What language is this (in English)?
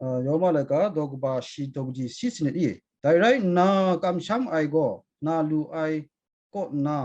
Kachin